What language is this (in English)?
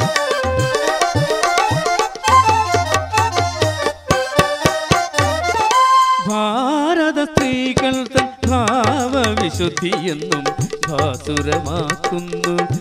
Malayalam